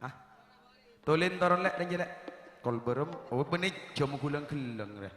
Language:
Madurese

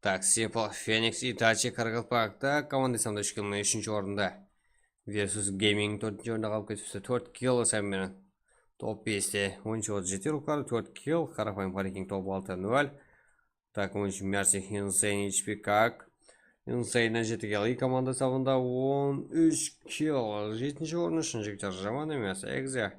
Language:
Kara-Kalpak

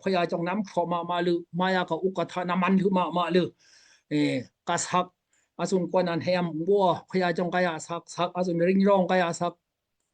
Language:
Daai Chin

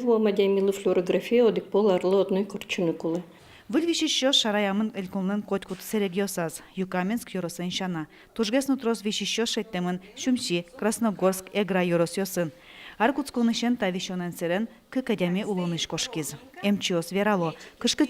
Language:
Udmurt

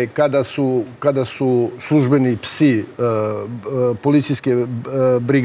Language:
Serbian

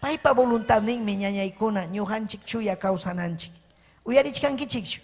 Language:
Ayacucho Quechua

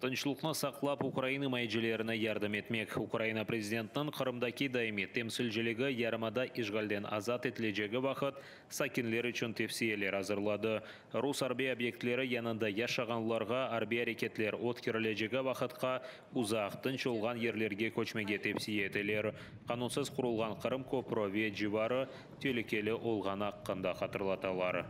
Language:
Crimean Tatar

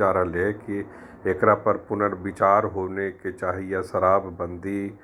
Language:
Magahi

